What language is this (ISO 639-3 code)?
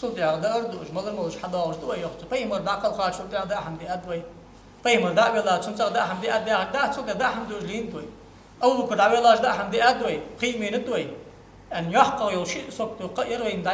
inh